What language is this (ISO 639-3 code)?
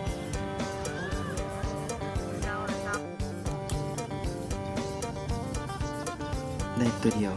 lao